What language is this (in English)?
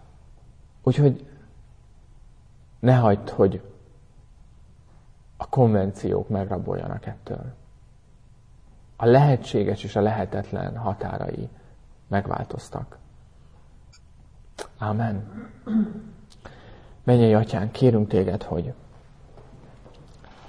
Hungarian